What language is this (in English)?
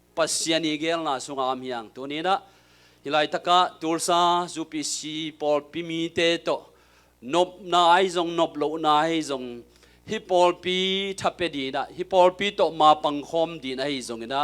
Tedim Chin